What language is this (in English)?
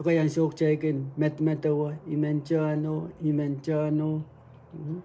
Pohnpeian